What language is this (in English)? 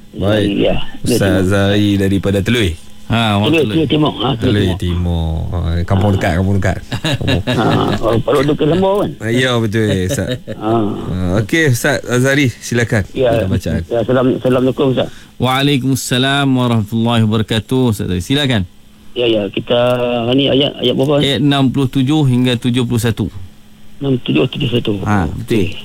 Malay